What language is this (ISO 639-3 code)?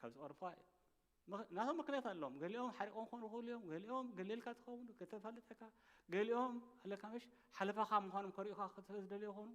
tir